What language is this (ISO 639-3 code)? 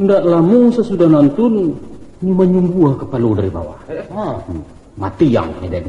min